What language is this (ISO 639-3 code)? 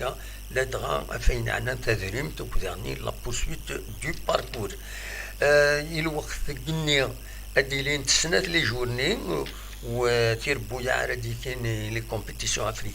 kab